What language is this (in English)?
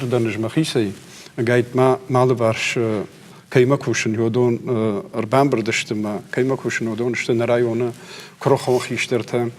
Ossetic